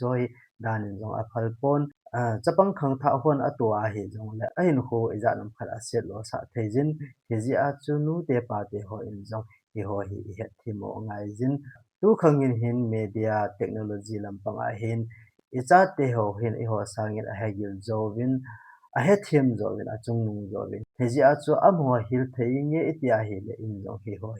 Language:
Thado Chin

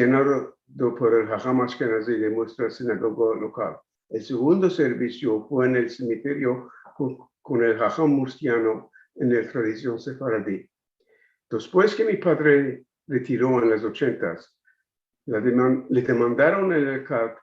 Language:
Ladino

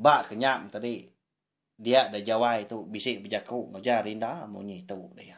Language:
Iban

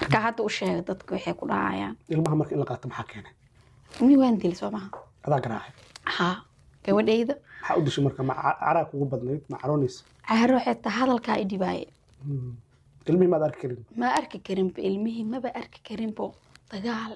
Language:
Somali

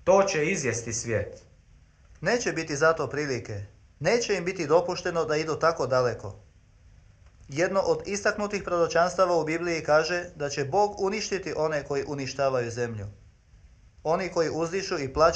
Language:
Croatian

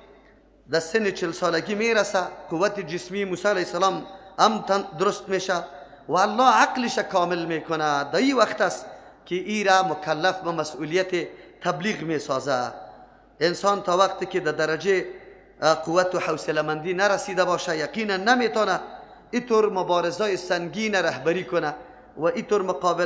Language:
Persian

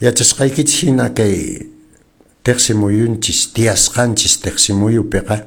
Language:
Quechua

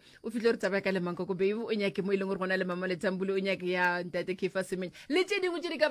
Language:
Northern Sotho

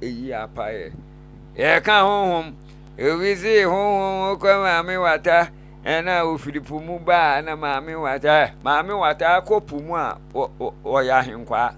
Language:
Akan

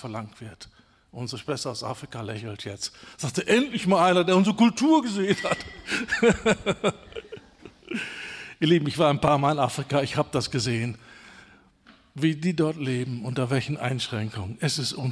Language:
German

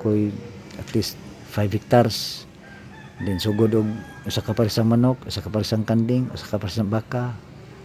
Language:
Cebuano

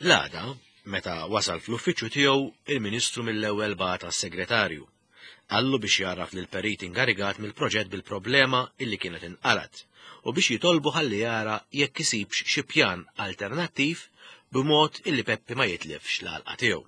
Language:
Maltese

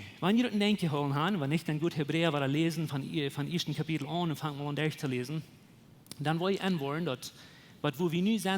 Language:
Plautdietsch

